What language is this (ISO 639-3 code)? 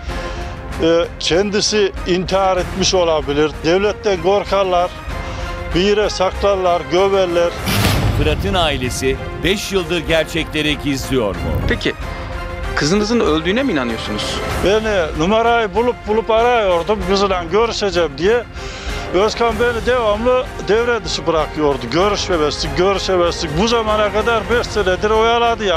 tur